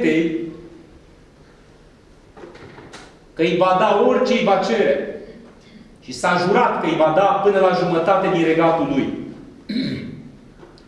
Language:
Romanian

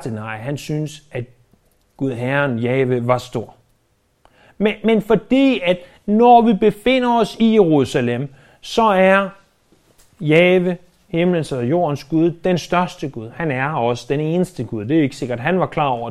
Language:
Danish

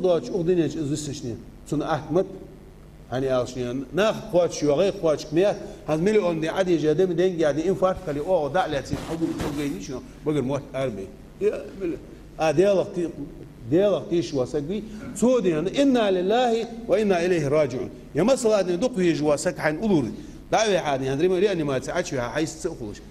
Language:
Ingush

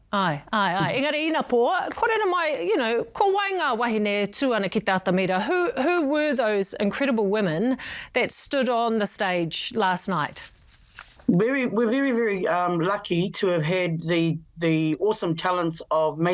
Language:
Māori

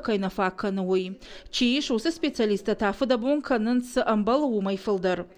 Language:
Ossetic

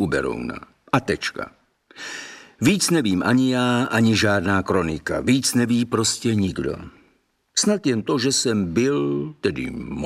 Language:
Czech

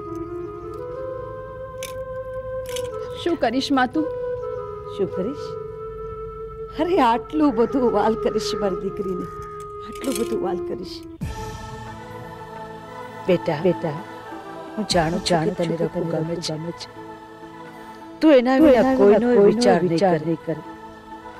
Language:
Gujarati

